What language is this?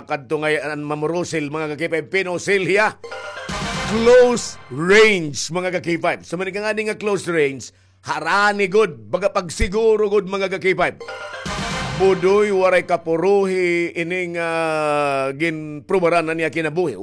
Waray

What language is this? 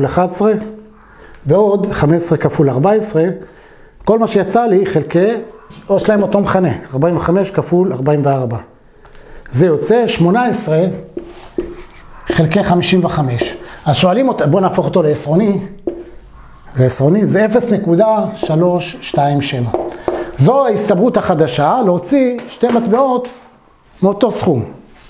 Hebrew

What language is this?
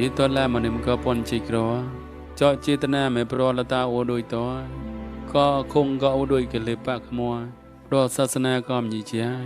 Mon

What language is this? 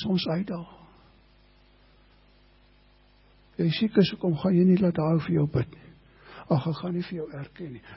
Afrikaans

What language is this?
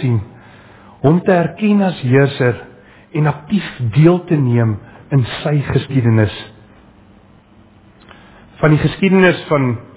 Afrikaans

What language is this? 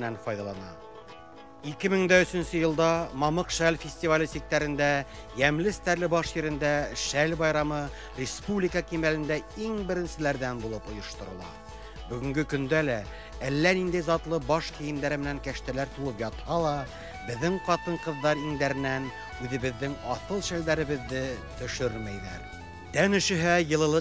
Bashkir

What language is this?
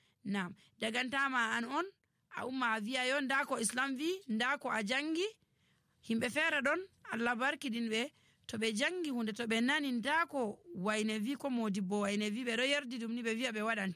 Nigerian Fulfulde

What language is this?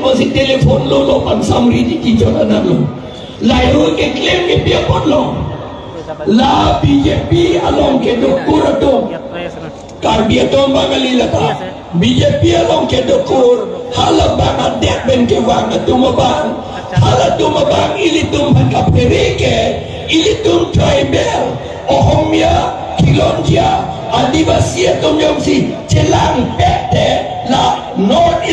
Karbi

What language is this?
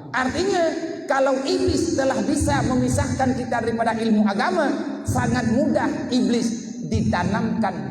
Achinese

